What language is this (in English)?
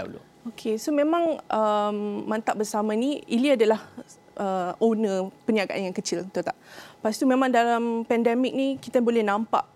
Malay